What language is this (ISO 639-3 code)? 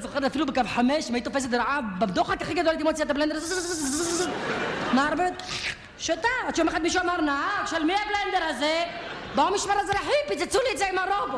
heb